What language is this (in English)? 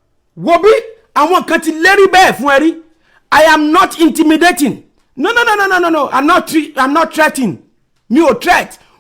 Yoruba